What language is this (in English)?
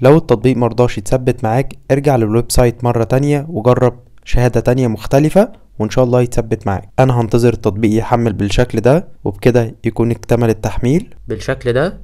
Egyptian Arabic